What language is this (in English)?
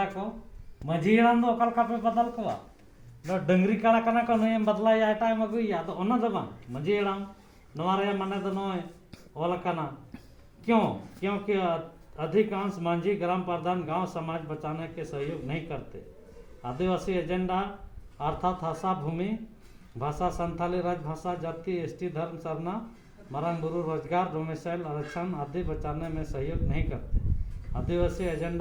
Santali